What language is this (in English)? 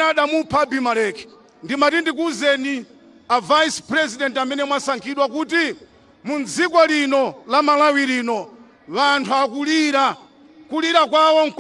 Nyanja